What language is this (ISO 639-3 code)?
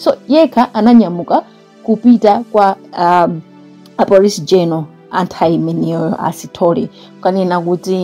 nya